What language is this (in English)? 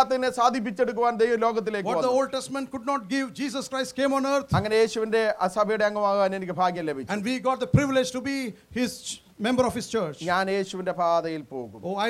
Malayalam